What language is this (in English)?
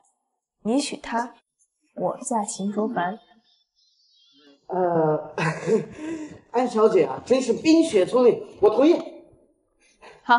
Chinese